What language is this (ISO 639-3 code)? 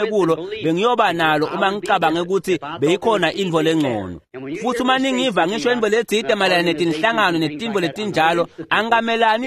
ssw